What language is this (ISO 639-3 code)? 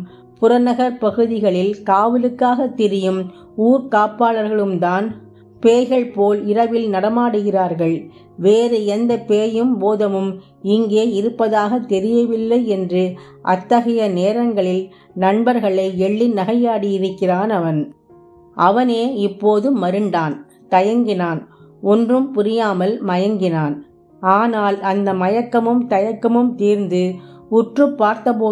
tam